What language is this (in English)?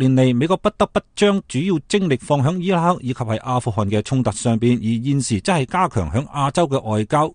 Cantonese